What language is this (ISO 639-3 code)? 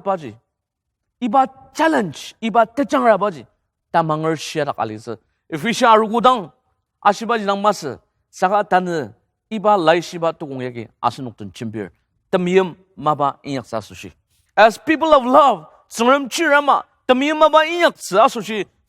njo